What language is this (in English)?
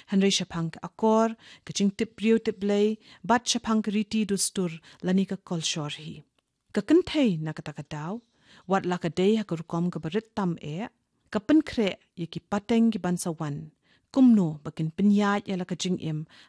Khasi